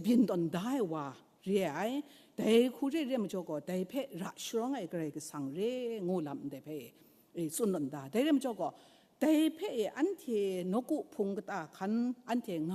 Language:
Kachin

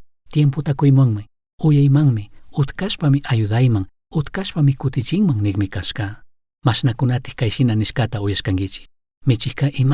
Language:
Chimborazo Highland Quichua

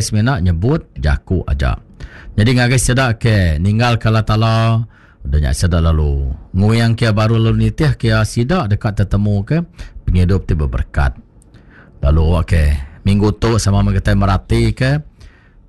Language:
Iban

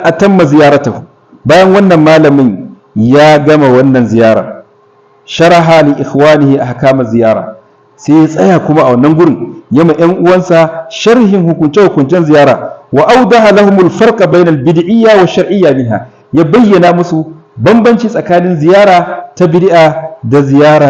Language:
Hausa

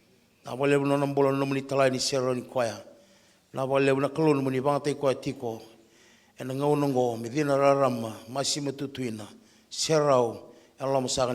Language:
Fijian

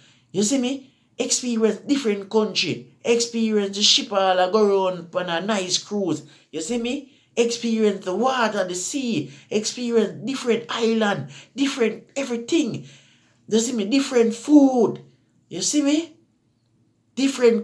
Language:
Jamaican Creole English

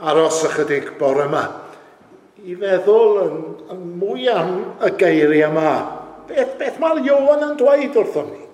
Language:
Welsh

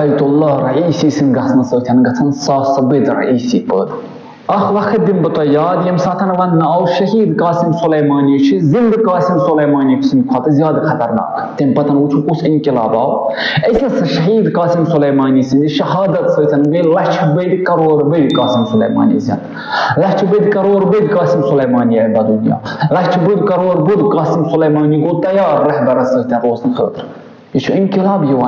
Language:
Kashmiri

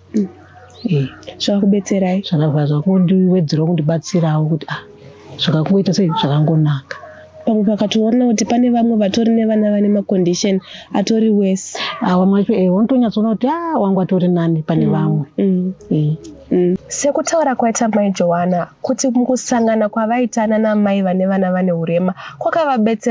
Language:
Shona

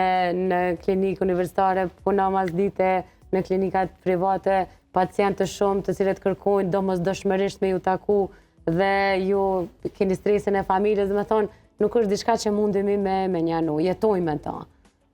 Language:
Albanian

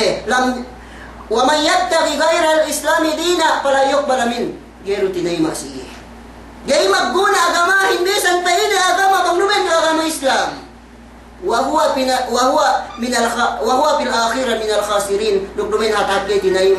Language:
Yakan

